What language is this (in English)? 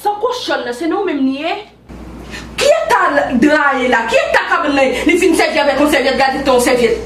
Haitian Creole